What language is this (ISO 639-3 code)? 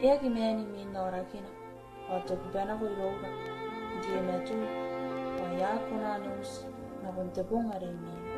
gil